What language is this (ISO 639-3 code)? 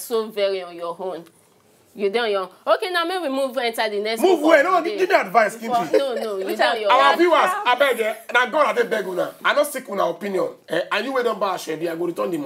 pcm